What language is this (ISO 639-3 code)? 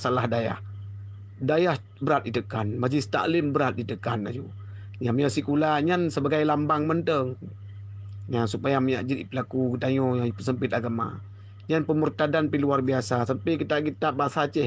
ace